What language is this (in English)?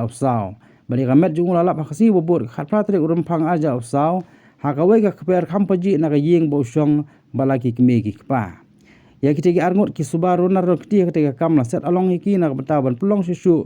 Khasi